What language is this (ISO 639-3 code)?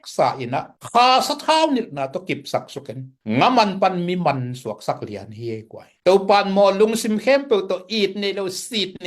ctd